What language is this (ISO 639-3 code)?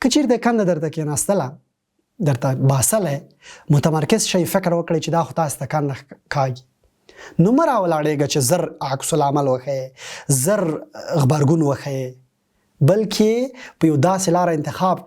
pus